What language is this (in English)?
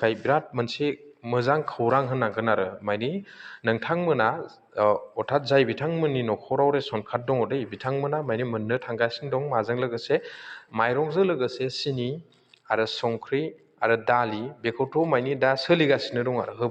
Bodo